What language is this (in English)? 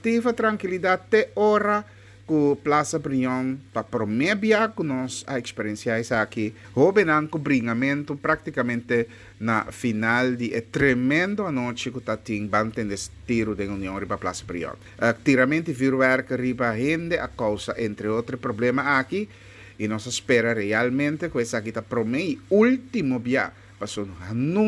Papiamento